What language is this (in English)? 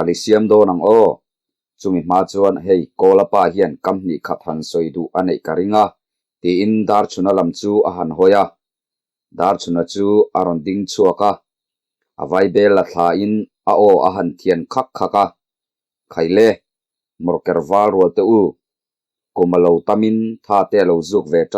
Mizo